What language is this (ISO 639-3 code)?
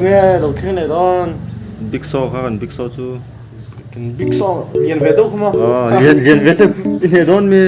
lus